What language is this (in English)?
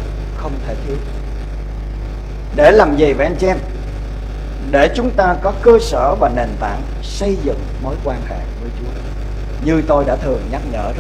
Vietnamese